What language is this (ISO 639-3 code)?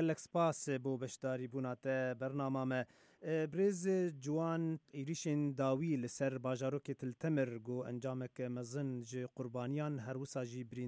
kur